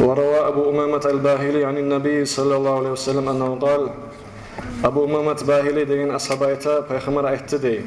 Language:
Kumyk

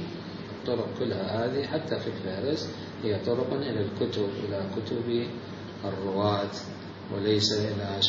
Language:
Mesopotamian Arabic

